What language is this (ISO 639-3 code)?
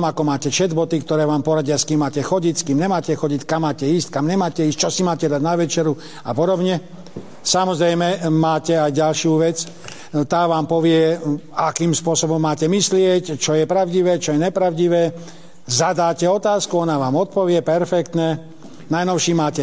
slk